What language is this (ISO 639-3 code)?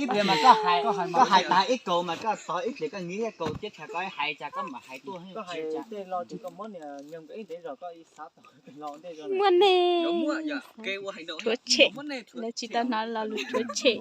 hmn